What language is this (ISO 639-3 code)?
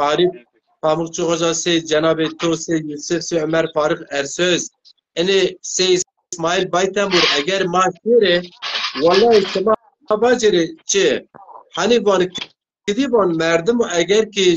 zza